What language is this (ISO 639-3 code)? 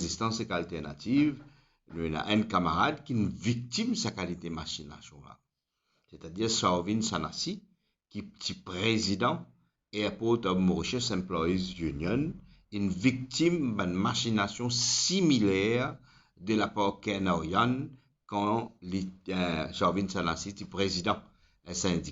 mfe